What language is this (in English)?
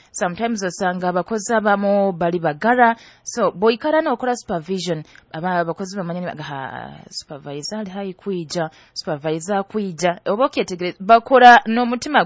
Nyoro